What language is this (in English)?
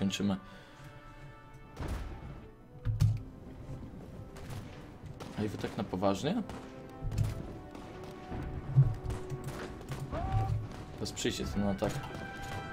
Polish